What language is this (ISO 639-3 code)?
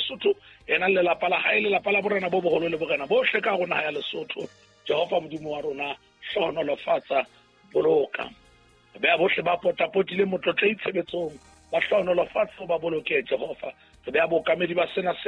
sot